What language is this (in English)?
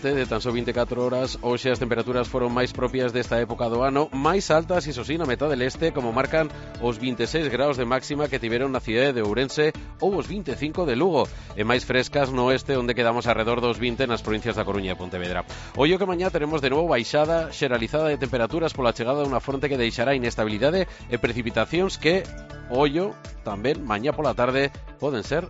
Galician